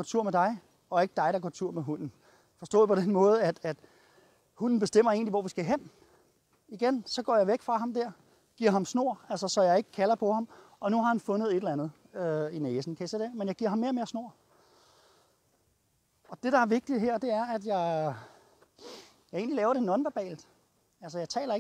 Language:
Danish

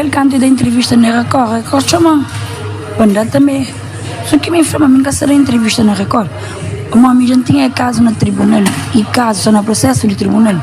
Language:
Kabuverdianu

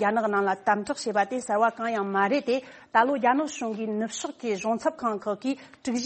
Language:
Tibetan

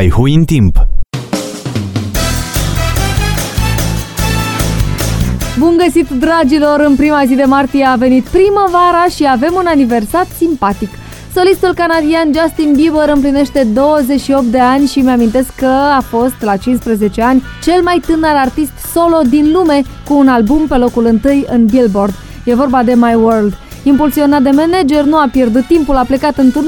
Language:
Romanian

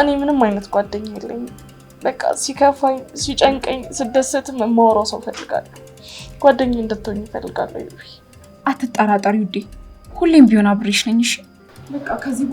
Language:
Amharic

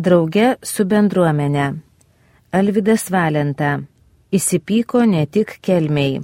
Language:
Lithuanian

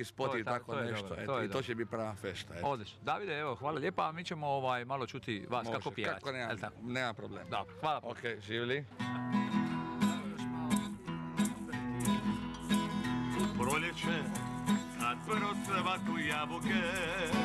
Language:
Croatian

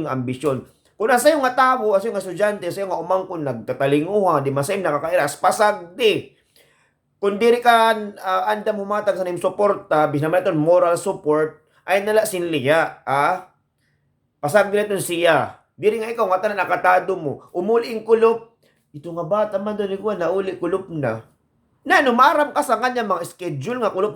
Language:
Waray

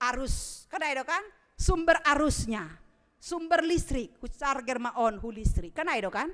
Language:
Batak Simalungun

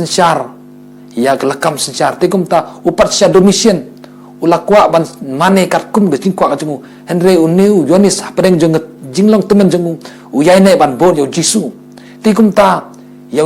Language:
Khasi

